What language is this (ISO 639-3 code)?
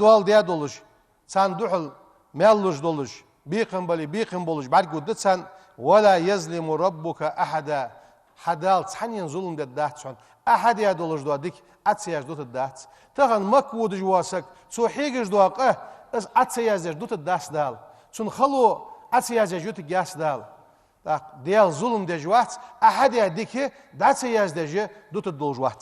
inh